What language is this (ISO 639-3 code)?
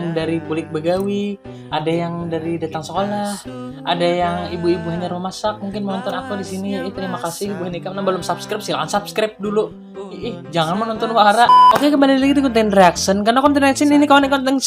bjn